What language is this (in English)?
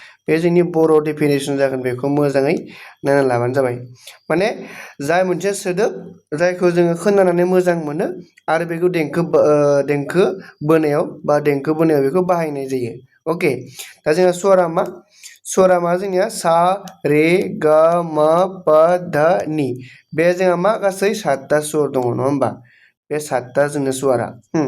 Bodo